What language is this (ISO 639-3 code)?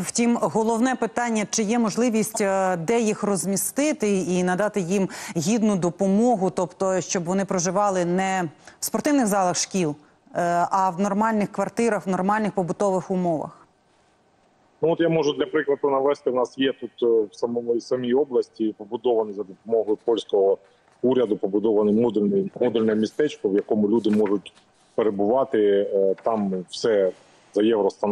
ukr